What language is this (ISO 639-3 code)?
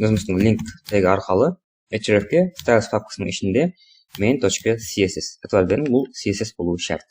kaa